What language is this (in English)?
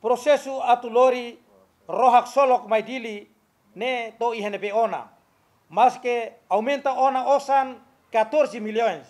Tetum